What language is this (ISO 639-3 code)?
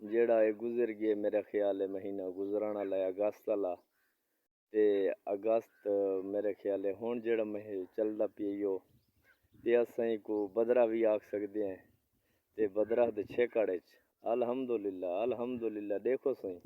skr